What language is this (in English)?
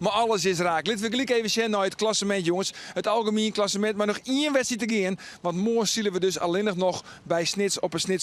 Western Frisian